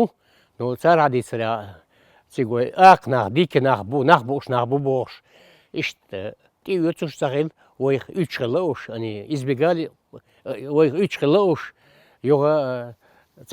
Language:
Chechen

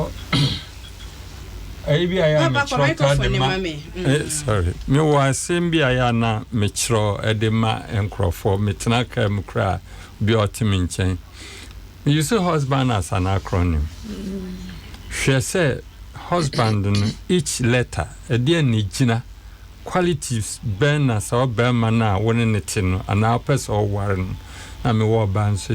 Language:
Akan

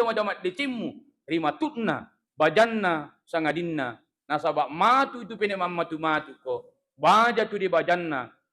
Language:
Buginese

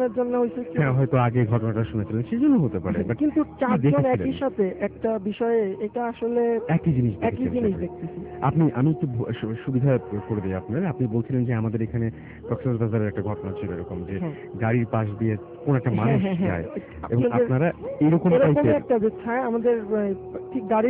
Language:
Bangla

